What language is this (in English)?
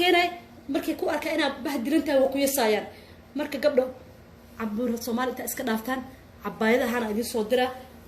Somali